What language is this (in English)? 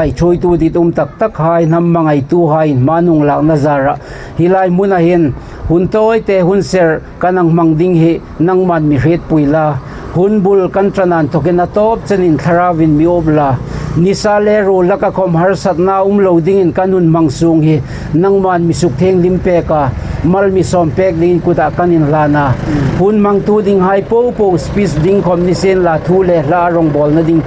Hmar